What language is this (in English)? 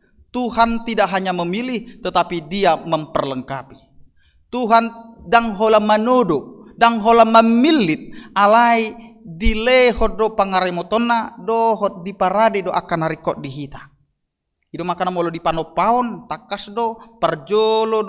Batak Toba